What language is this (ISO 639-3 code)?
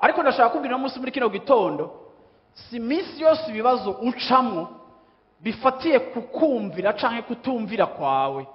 run